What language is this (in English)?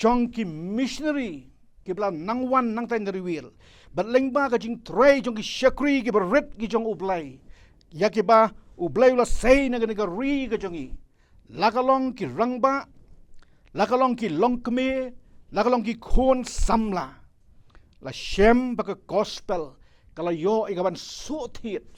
Khasi